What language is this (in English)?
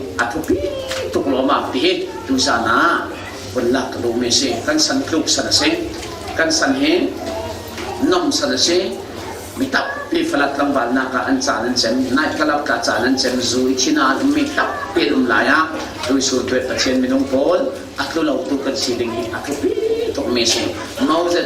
Falam Chin